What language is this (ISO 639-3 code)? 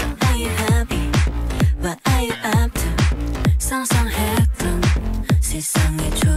kor